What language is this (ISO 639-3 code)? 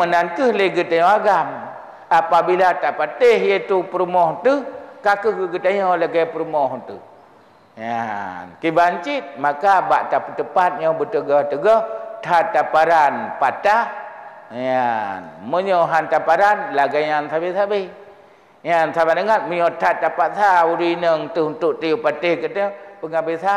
ace